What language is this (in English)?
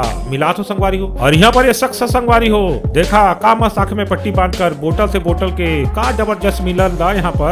Chhattisgarhi